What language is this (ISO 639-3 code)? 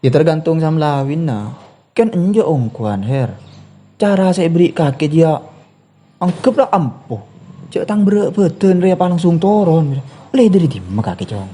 mad